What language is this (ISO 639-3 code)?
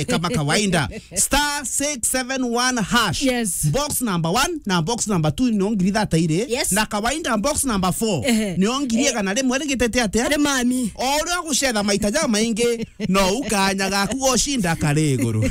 mer